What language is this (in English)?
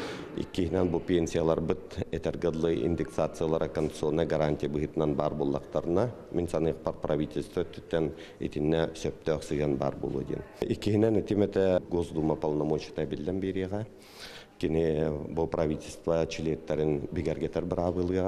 Yakut